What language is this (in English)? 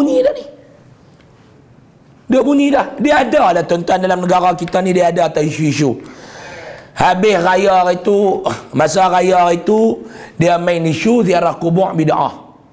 Malay